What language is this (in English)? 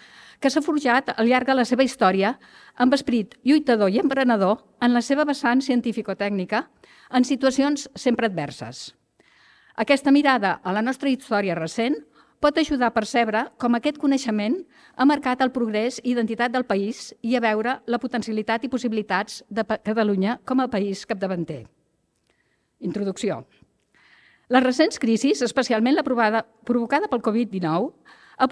Catalan